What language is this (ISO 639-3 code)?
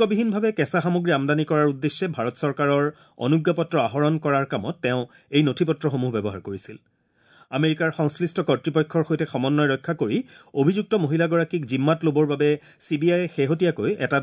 asm